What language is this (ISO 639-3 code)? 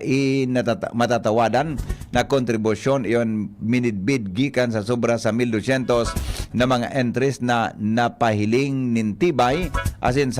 bik